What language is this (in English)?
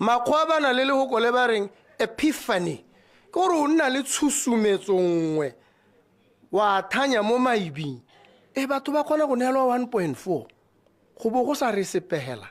Tswana